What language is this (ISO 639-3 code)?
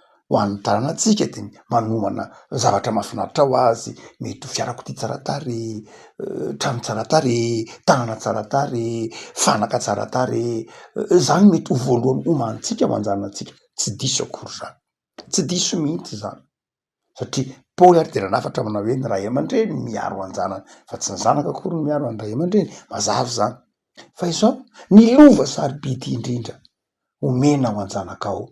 mlg